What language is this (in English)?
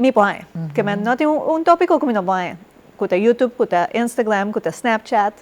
Papiamento